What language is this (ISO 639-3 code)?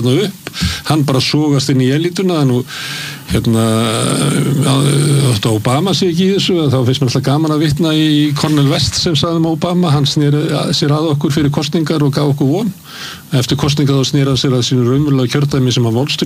isl